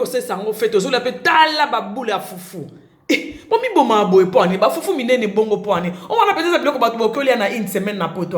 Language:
Lingala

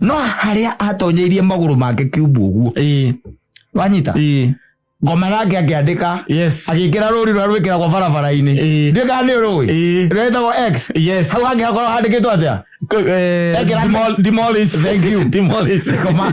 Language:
Kikuyu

